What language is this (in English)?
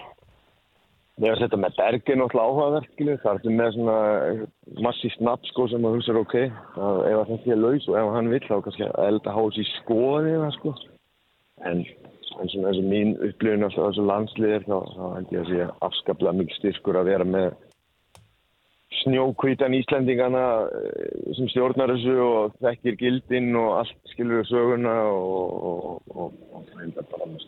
Icelandic